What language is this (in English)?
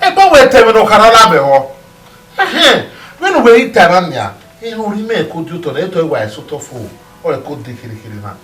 Bini